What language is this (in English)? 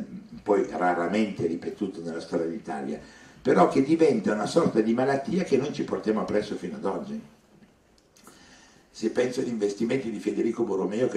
Italian